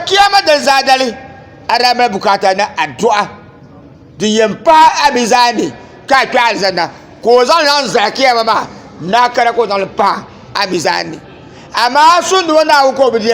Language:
Dagbani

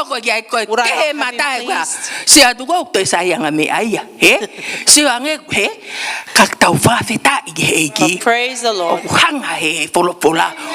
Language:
Tongan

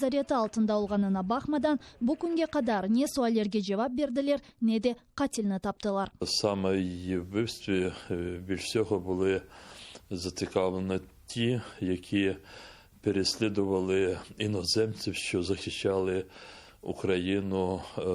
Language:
Crimean Tatar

